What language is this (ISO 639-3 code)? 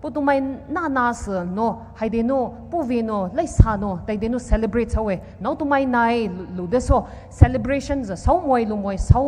pmx